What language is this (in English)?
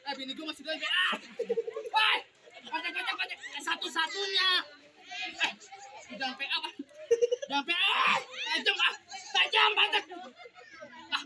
Betawi